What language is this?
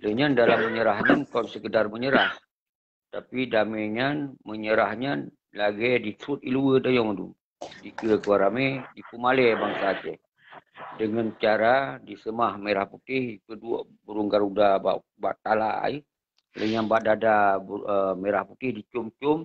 Achinese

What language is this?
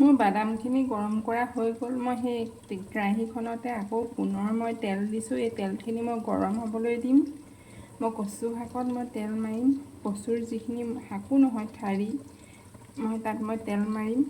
Assamese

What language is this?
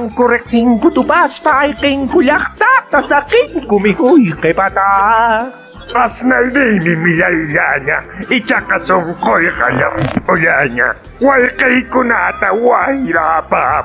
Quechua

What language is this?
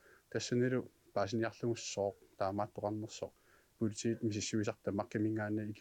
Kalaallisut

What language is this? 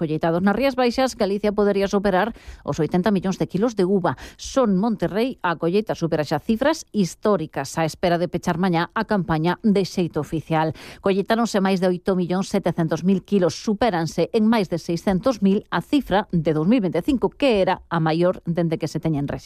Galician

